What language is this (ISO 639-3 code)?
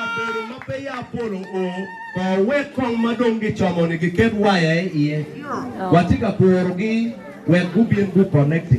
ach